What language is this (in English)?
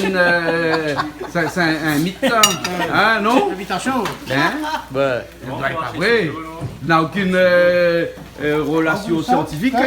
Réunion Creole French